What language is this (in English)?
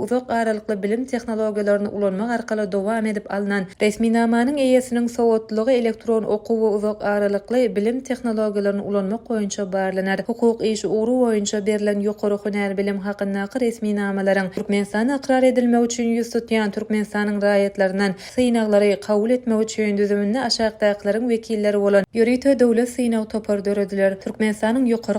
Turkmen